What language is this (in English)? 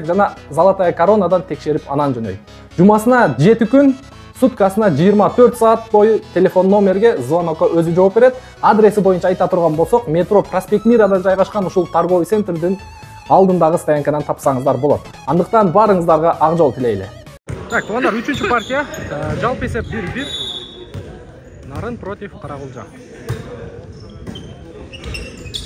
Kyrgyz